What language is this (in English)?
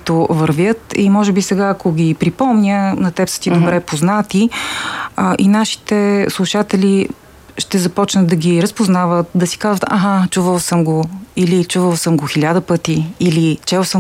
Bulgarian